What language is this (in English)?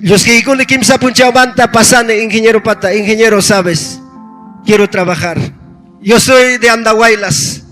Ayacucho Quechua